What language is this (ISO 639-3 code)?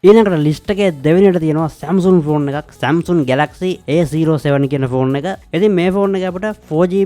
sin